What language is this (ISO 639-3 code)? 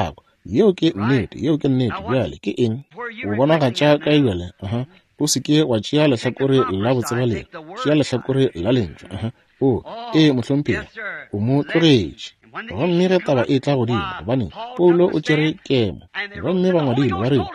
nso